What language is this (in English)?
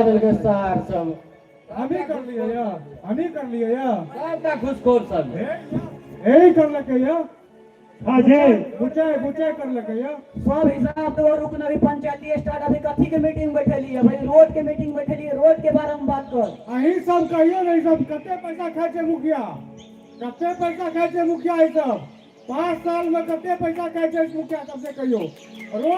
Maithili